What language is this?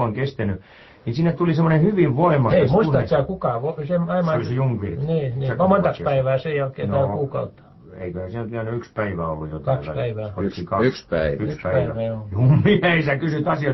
Finnish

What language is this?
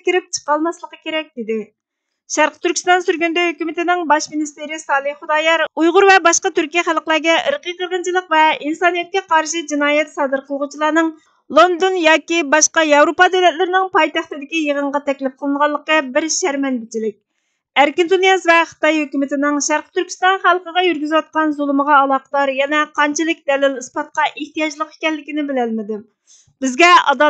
Uyghur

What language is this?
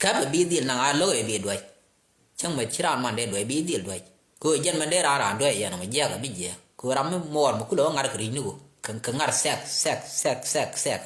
Nuer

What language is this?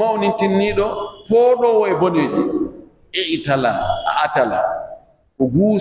Pular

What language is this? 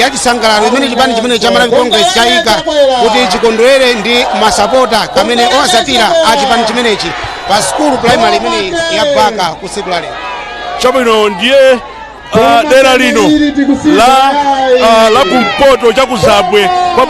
Nyanja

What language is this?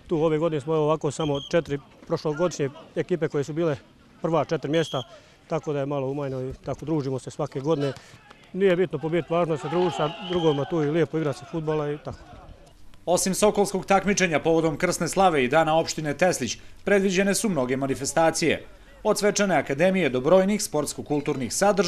Bosnian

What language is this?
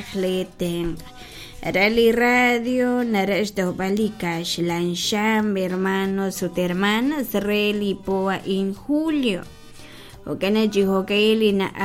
Kekchí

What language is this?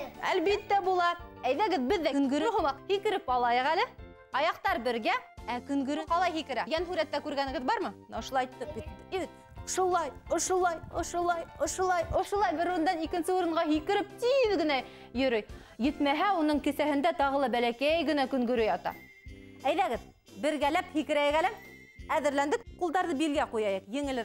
Bashkir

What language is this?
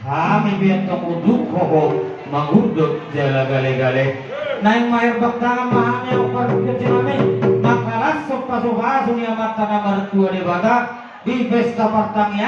Batak Toba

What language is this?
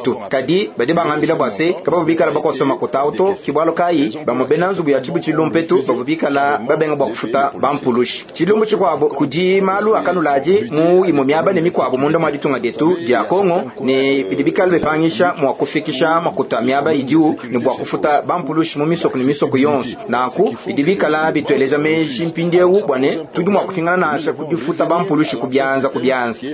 Luba-Lulua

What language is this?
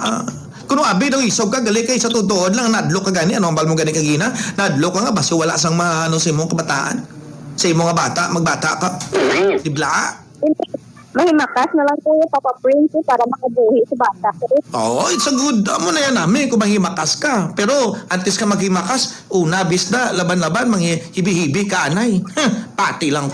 Hiligaynon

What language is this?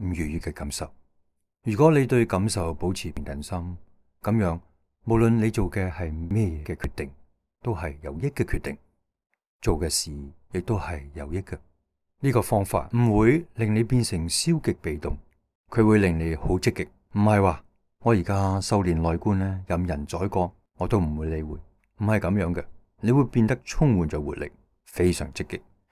Cantonese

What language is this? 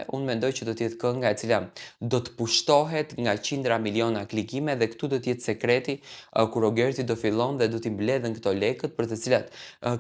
Albanian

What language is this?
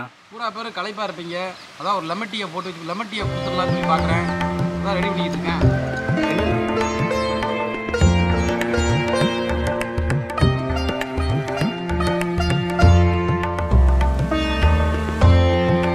Tamil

